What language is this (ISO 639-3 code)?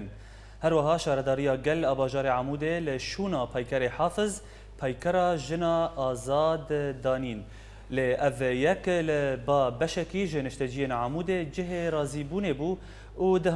kur